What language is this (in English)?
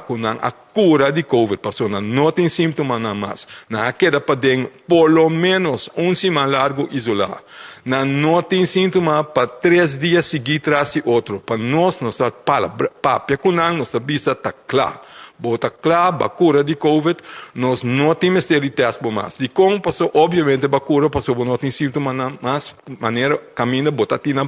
Papiamento